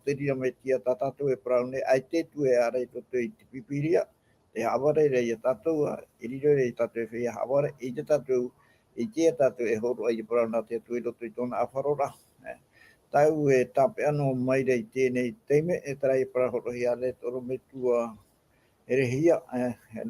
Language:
Tahitian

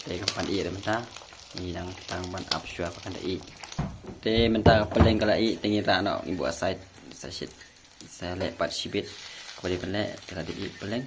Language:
Khasi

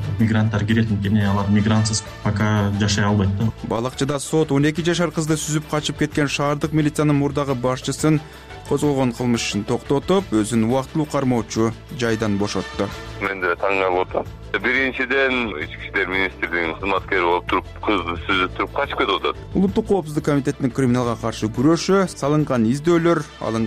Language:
Kyrgyz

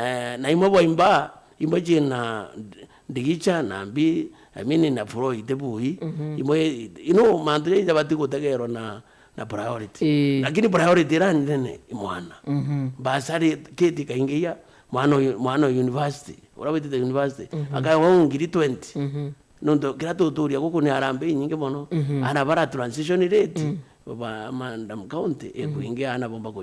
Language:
Meru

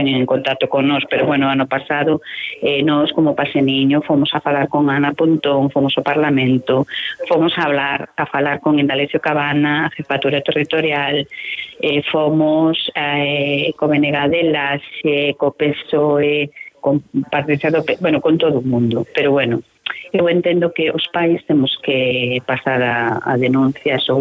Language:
Galician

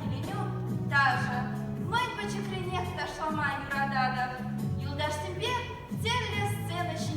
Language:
Chuvash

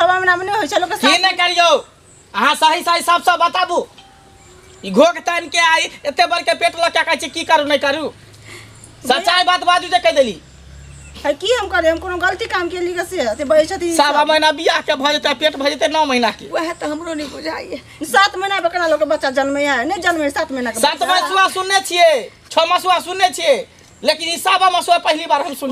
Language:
Maithili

